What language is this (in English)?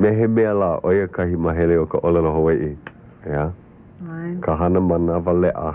Hawaiian